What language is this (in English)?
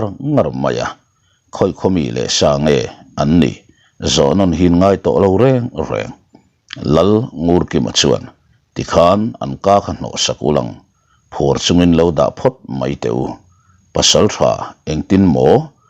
Mizo